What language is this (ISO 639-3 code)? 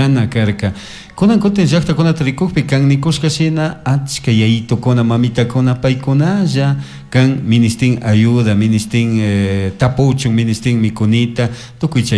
qug